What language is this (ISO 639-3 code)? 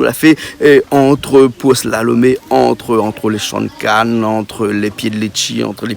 rcf